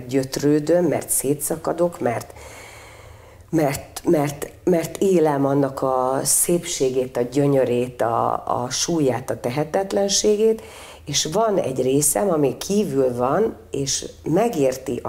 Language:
Hungarian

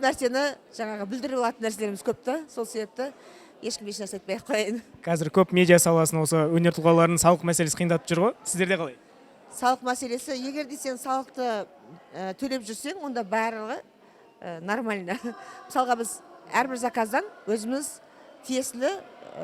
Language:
Kazakh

